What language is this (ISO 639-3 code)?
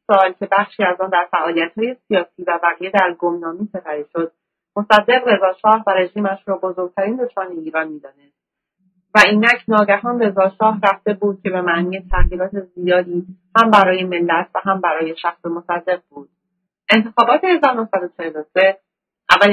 fas